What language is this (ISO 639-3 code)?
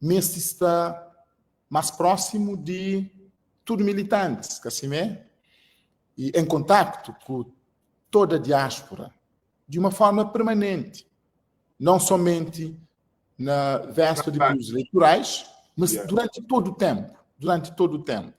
kea